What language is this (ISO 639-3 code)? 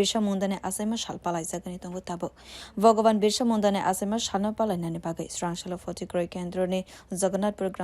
trp